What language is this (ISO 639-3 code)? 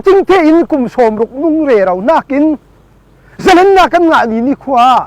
cfm